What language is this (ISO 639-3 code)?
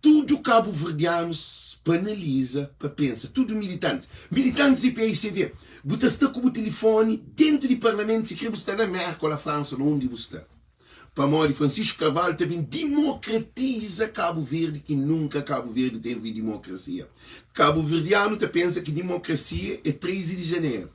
kea